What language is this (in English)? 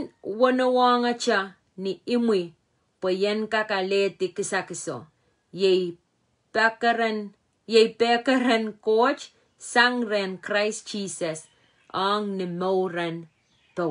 Pohnpeian